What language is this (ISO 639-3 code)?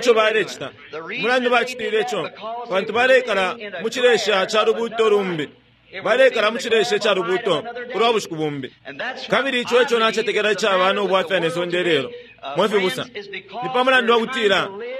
bem